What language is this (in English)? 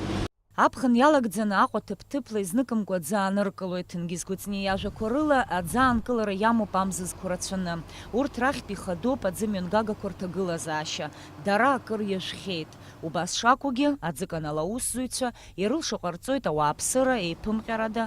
Abkhazian